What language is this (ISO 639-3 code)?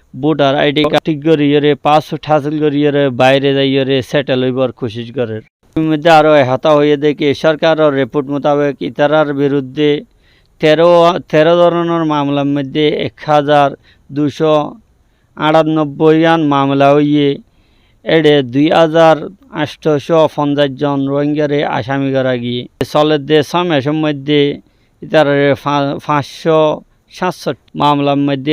rhg